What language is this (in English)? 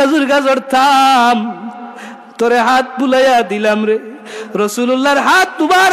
Sylheti